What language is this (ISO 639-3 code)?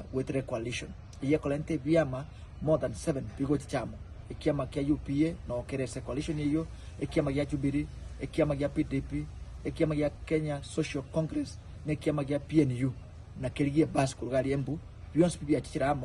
guz